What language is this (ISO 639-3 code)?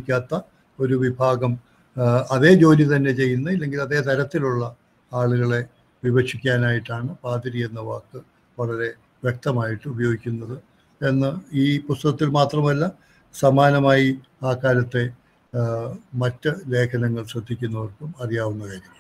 mal